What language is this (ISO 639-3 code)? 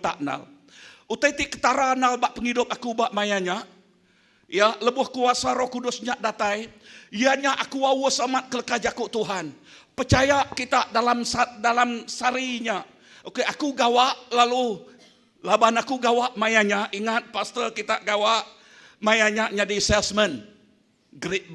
iba